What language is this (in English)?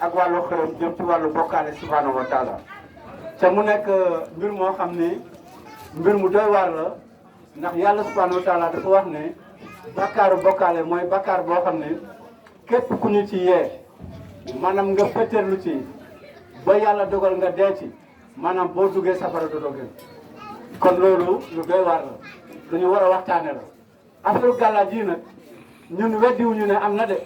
Wolof